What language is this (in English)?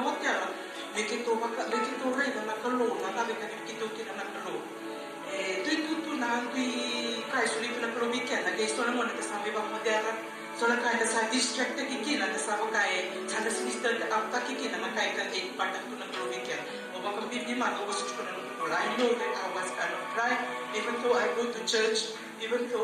Fijian